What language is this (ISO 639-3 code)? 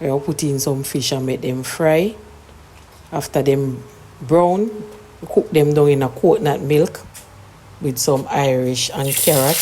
jam